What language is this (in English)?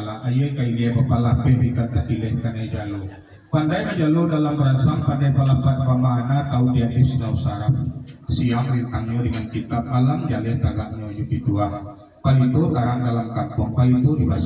Minangkabau